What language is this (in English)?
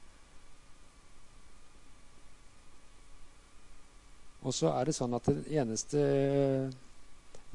Norwegian